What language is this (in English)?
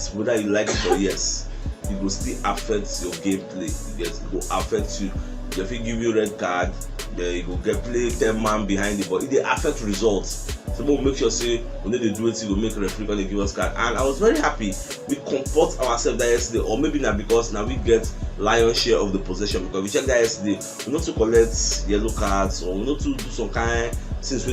Nigerian Pidgin